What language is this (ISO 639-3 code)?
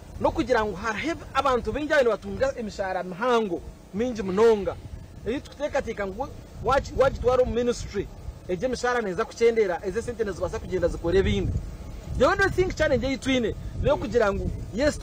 nyn